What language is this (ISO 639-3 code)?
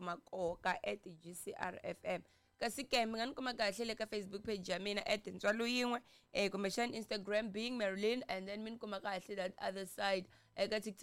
tso